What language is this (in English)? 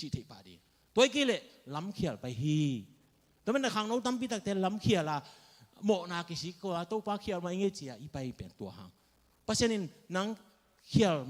Tedim Chin